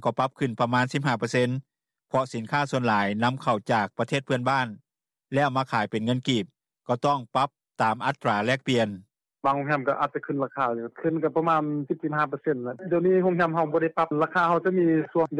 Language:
Lao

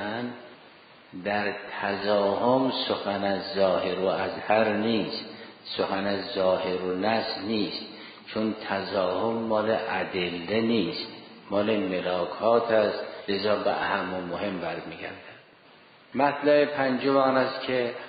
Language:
Persian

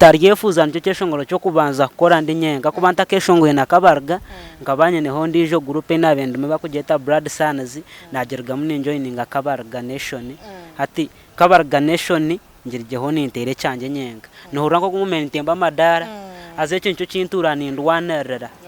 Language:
Nyankole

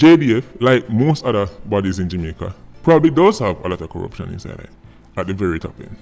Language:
Jamaican Creole English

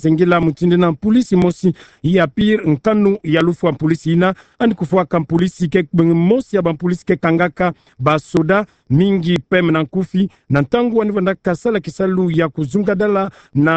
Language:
Kituba (Democratic Republic of Congo)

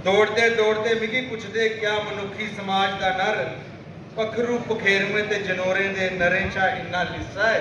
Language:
Dogri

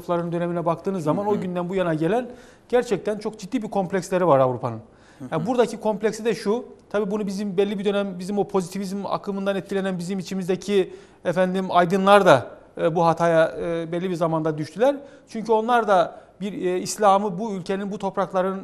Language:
Turkish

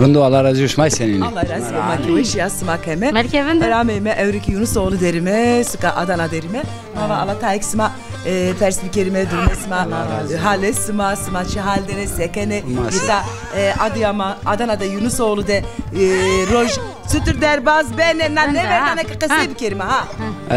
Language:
Zaza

